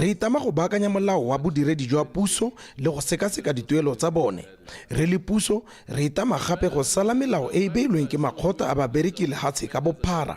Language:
Tswana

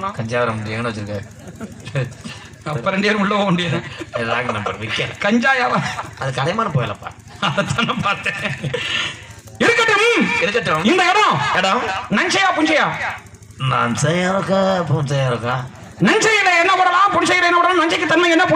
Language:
Tamil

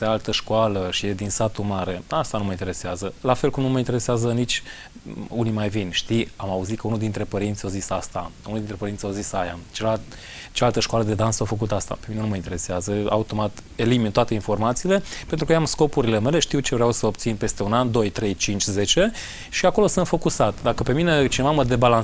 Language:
Romanian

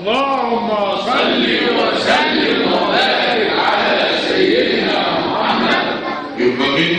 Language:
Egyptian Arabic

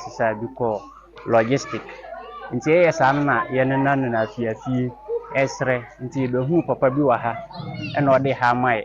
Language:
Akan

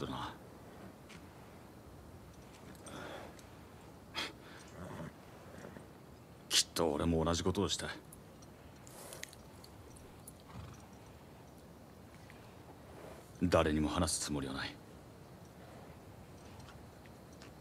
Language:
Japanese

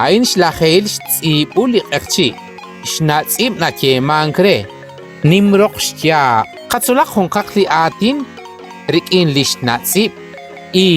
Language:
Kekchí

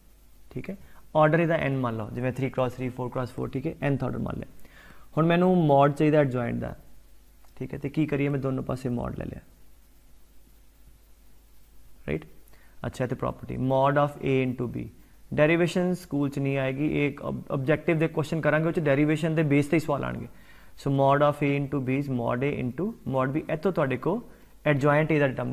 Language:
Punjabi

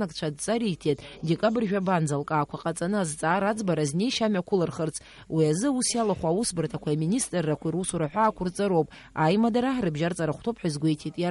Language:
Abkhazian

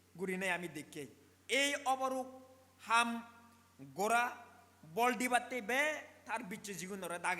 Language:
Chakma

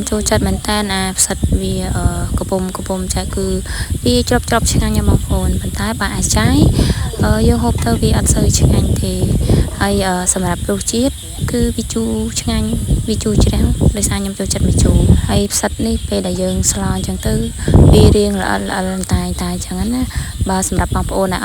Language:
Khmer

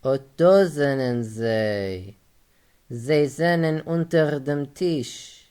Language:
Yiddish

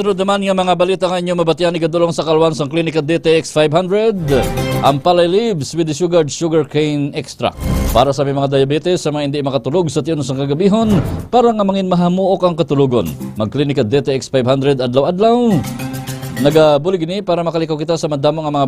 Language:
Hiligaynon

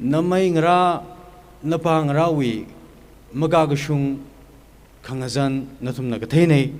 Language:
Tangkhul Naga (India)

